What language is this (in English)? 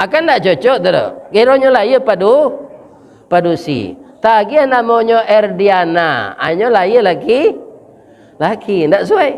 Minangkabau